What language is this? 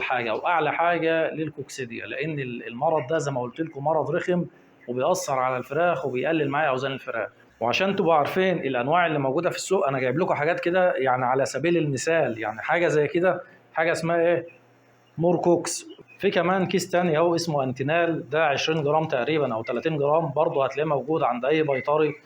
Egyptian Arabic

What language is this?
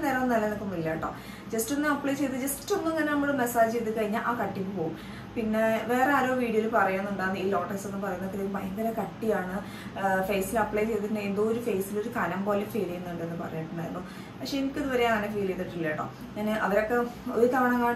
Malayalam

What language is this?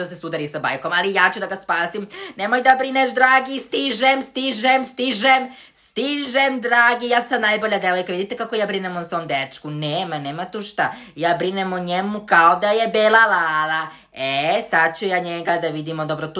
Serbian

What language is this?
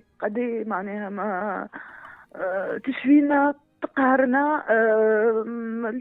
Tunisian Arabic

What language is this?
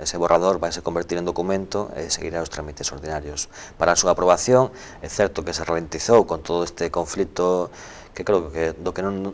Galician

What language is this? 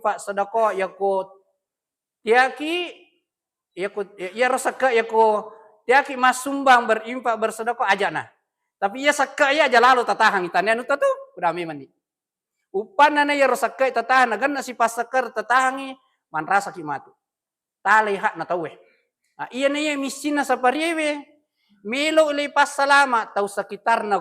Buginese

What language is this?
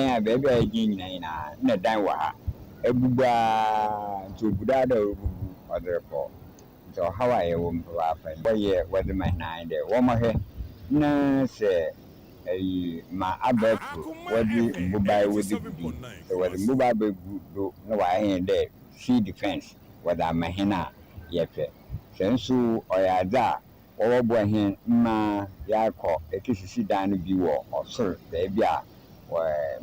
Akan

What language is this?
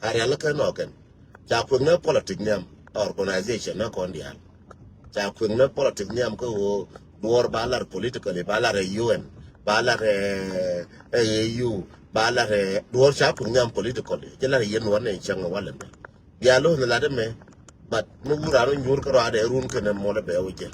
Nuer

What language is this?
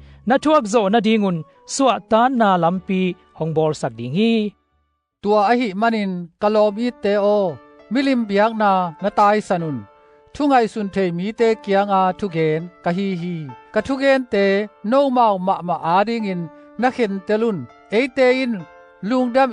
Tedim Chin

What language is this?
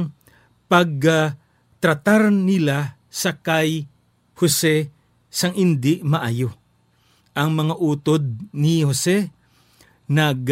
Hiligaynon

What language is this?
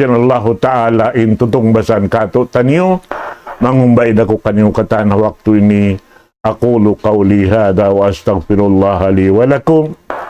Tausug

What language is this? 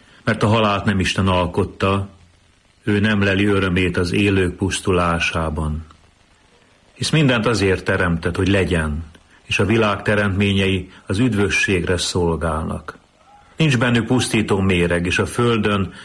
Hungarian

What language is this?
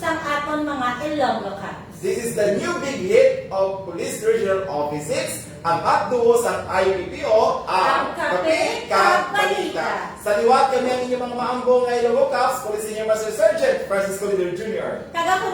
Hiligaynon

